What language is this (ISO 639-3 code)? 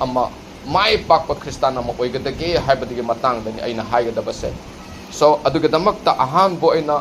mni